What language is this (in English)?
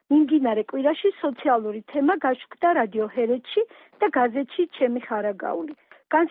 Georgian